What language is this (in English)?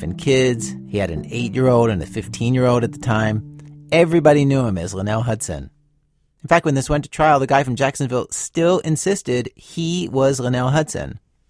English